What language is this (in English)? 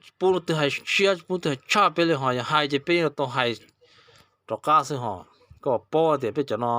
Hmong